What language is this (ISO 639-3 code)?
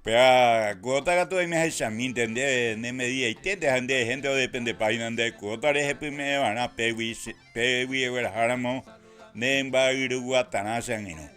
grn